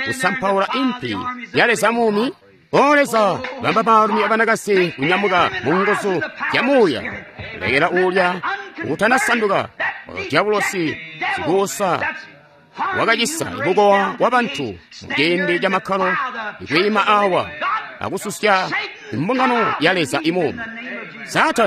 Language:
Tonga (Zambia)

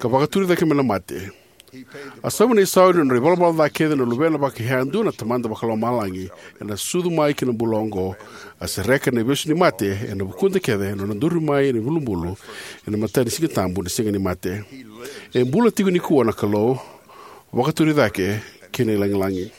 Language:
Fijian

